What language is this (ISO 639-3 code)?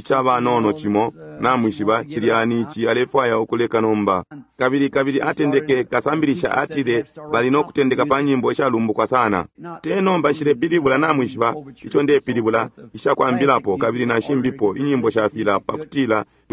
bem